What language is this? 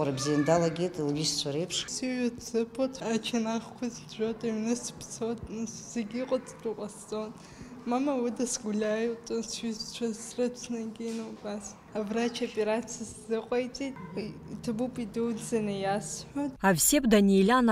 Abkhazian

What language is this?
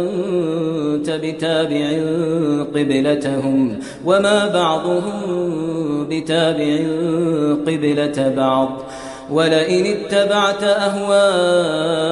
Kashmiri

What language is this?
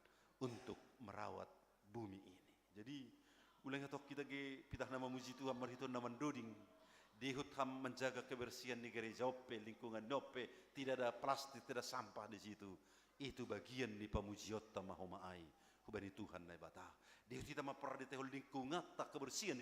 Batak Simalungun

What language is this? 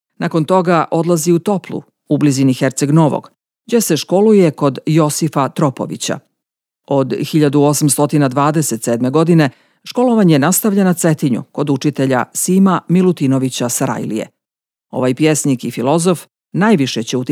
Serbian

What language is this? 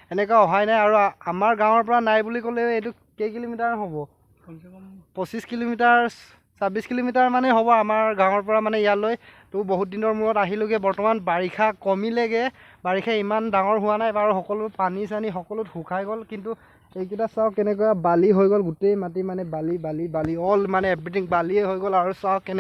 Assamese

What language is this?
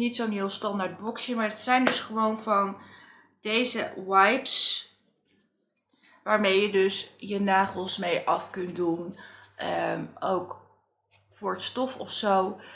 Dutch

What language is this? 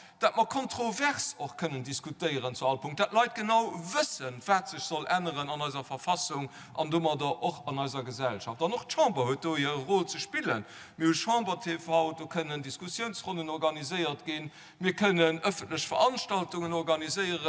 Luxembourgish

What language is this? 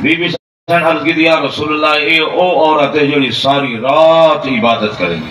Saraiki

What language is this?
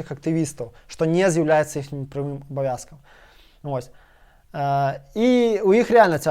Belarusian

